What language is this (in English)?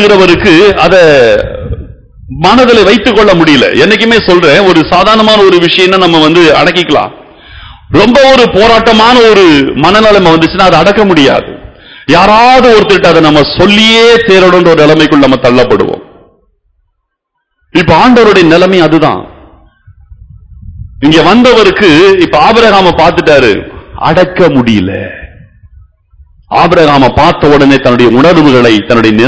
Tamil